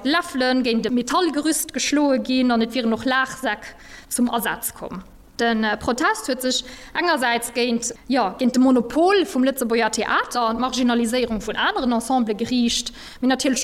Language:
Luxembourgish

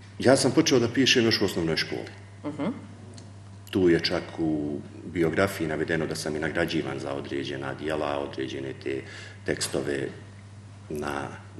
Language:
Bosnian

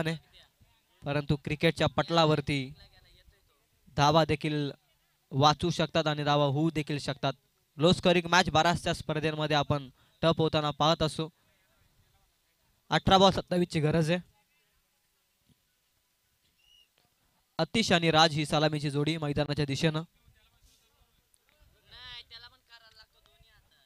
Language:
Marathi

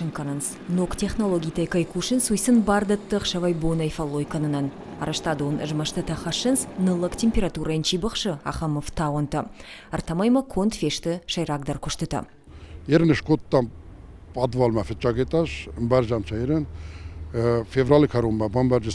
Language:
Ossetic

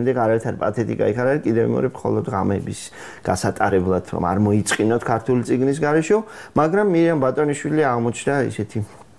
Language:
Georgian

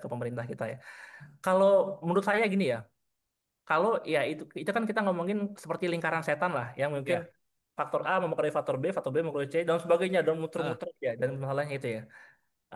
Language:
Indonesian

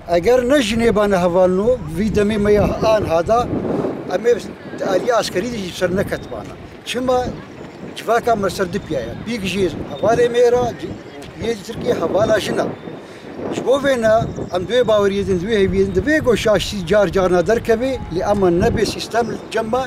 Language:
Kurdish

